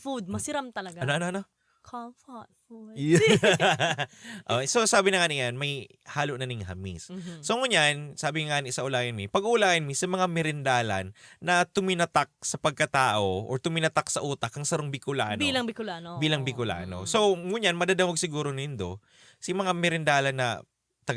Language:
Bikol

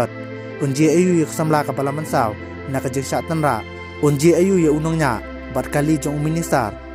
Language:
Khasi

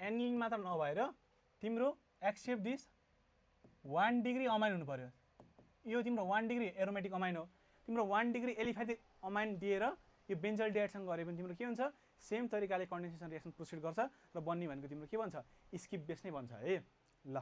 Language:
Nepali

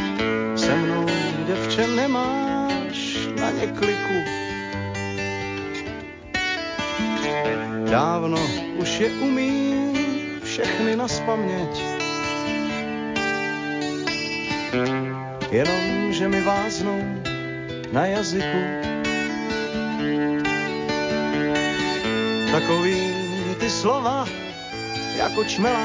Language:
Czech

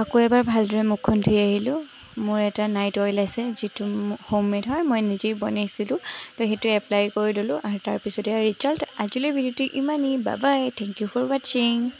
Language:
Assamese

